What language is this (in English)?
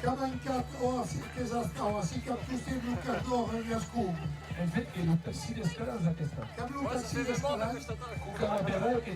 Occitan